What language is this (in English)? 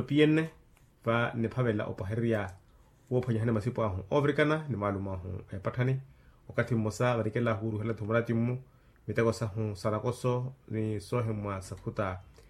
Makhuwa